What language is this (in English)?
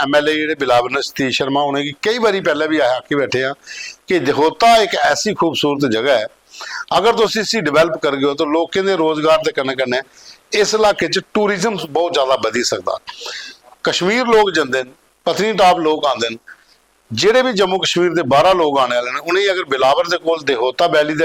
Dogri